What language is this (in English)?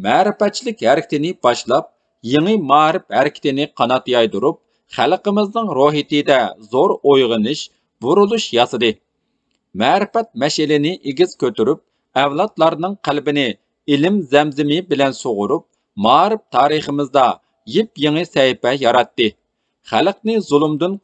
Uyghur